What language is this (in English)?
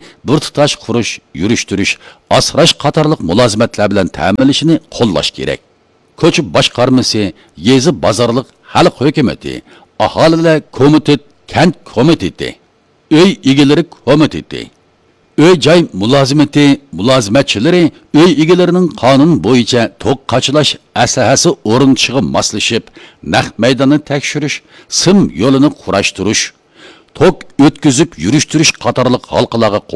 Uyghur